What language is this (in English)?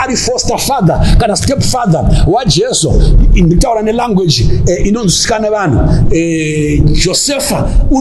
Shona